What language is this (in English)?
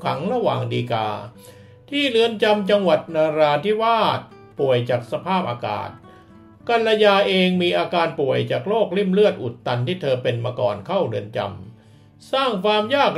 Thai